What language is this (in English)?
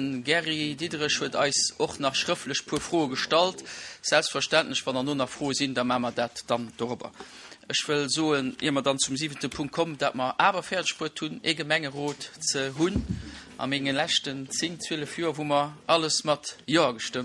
Luxembourgish